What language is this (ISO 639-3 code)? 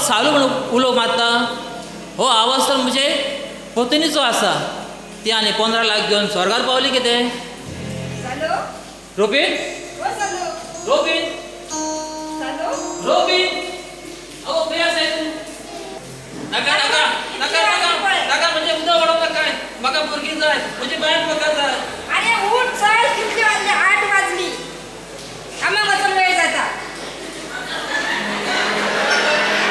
kok